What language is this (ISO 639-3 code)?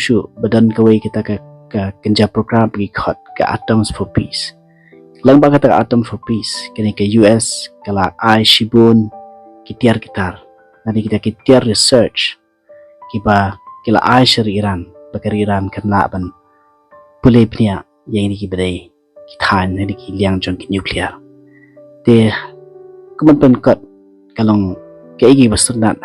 kha